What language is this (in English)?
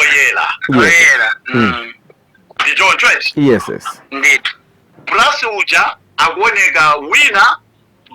Nyanja